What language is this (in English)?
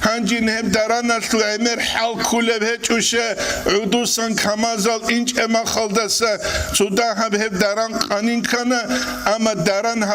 Avaric